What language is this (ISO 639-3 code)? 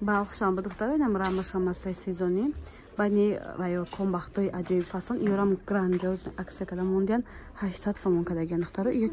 tgk